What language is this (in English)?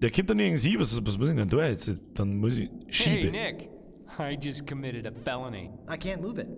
Bavarian